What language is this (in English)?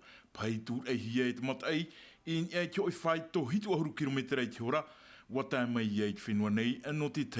Tahitian